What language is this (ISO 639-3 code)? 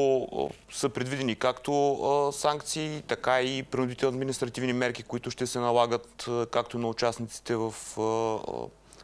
bul